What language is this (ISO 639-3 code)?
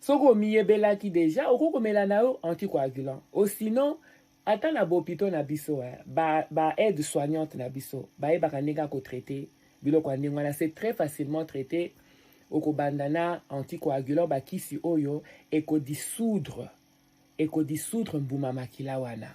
lin